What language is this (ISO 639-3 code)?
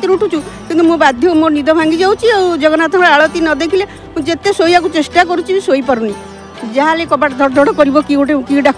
ori